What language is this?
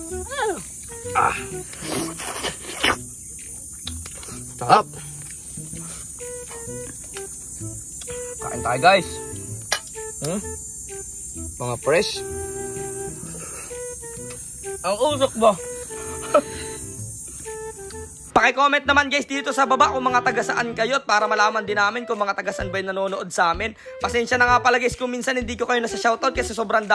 Filipino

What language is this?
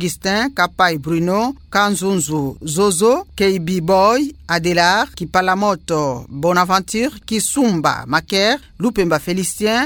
Kituba (Democratic Republic of Congo)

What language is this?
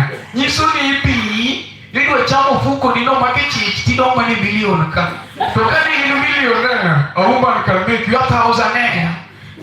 Luo (Kenya and Tanzania)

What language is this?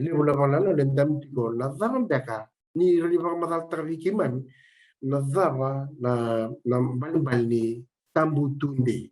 Fijian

